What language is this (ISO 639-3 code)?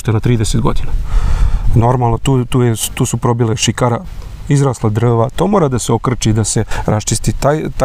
srp